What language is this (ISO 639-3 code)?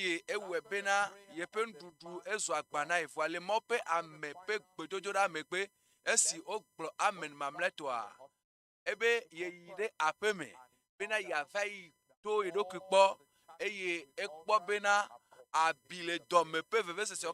ewe